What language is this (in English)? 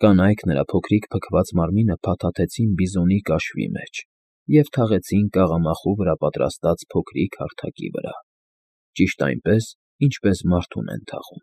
Armenian